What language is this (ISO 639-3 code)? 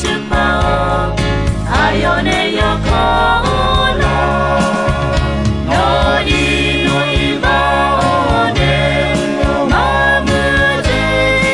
ahk